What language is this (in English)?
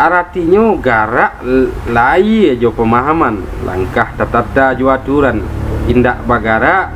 Minangkabau